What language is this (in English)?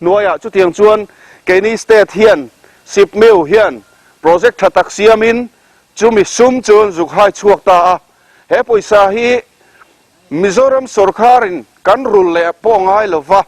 Mizo